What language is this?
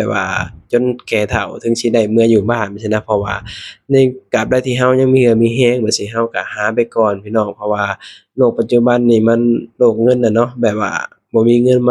Lao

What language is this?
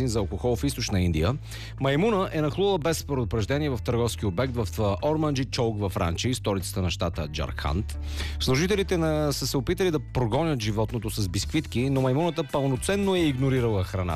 Bulgarian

